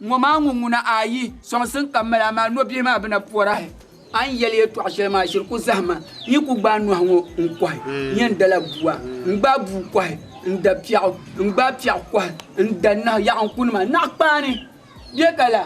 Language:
Dagbani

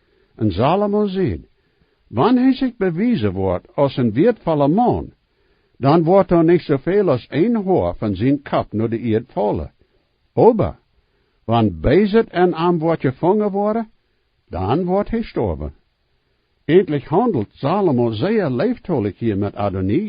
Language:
Plautdietsch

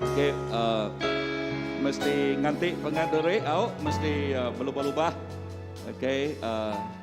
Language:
Iban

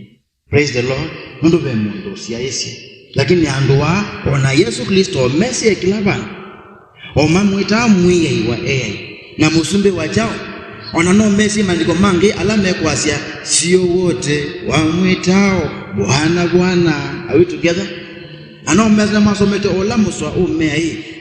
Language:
Kamba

